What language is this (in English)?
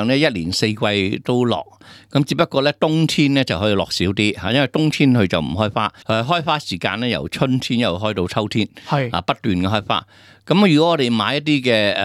Cantonese